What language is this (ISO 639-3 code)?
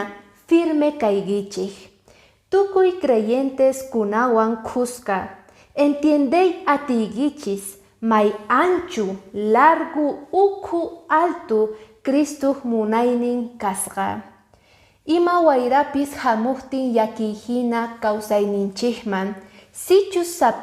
que